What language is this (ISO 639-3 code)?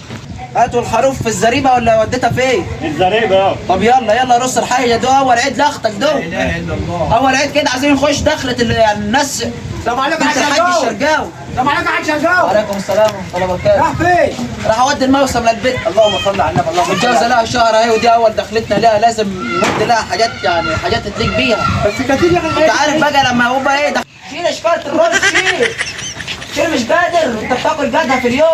arz